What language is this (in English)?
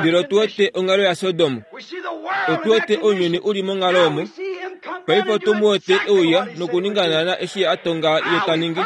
Kuanyama